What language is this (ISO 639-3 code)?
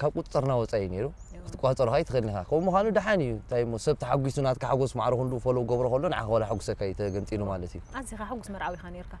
tir